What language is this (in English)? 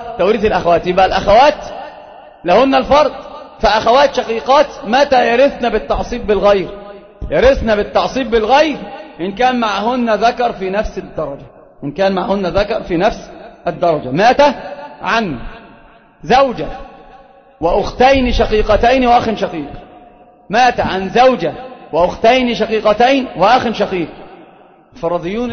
Arabic